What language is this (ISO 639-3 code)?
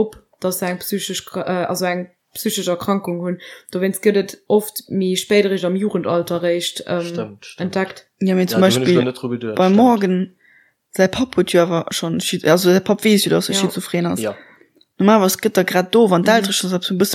ltz